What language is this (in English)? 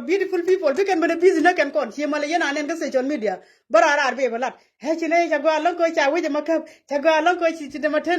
Nuer